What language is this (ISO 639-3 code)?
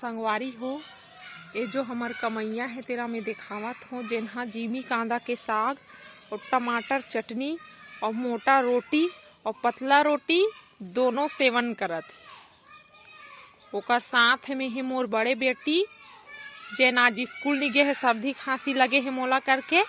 hne